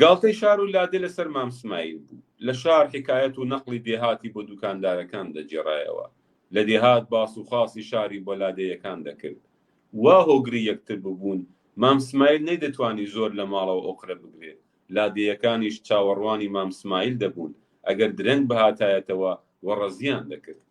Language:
Central Kurdish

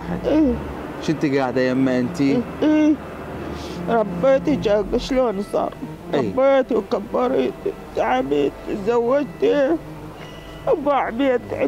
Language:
Mesopotamian Arabic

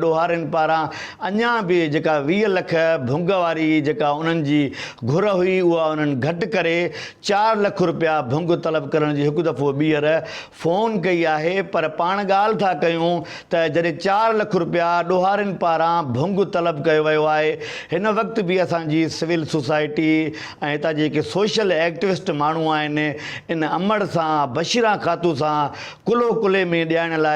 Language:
Sindhi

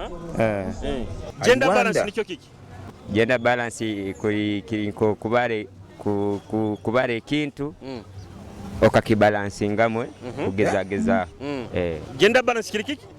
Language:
Nyoro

